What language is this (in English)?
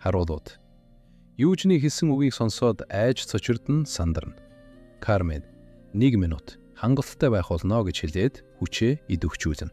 Mongolian